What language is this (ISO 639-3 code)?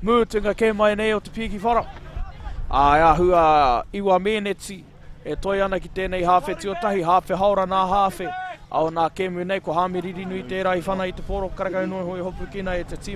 mri